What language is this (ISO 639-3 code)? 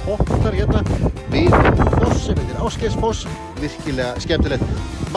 isl